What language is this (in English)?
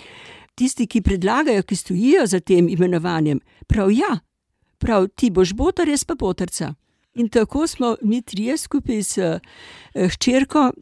Slovenian